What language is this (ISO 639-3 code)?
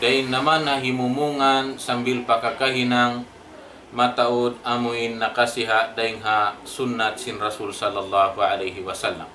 tsg